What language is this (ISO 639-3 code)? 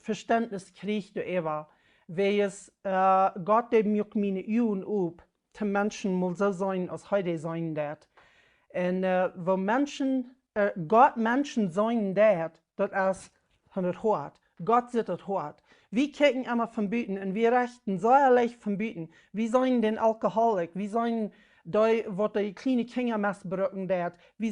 pdt